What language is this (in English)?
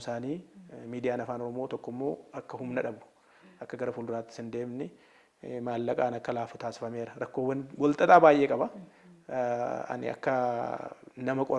Oromo